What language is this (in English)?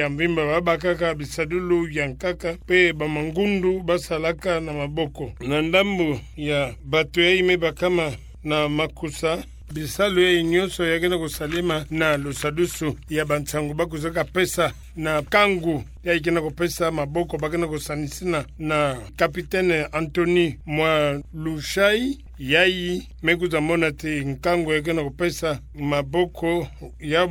Kituba (Democratic Republic of Congo)